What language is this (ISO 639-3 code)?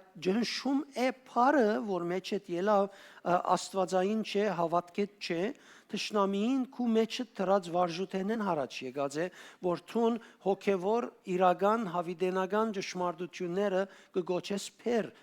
hyw